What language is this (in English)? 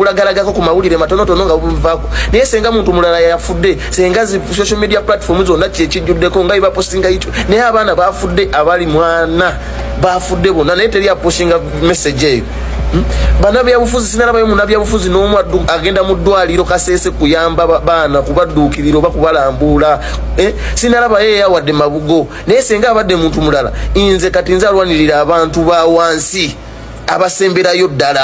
Ganda